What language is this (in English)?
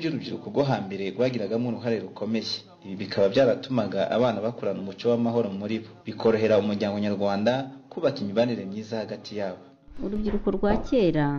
Kinyarwanda